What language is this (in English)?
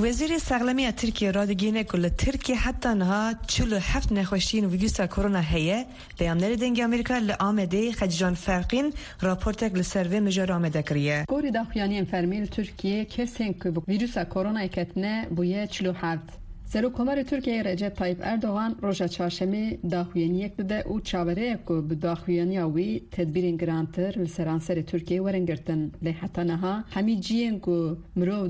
Kurdish